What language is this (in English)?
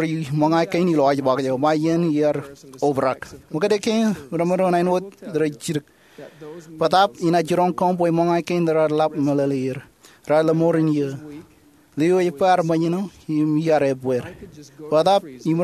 Marshallese